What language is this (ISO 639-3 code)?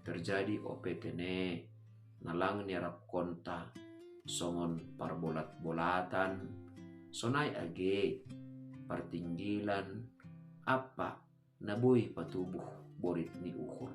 bts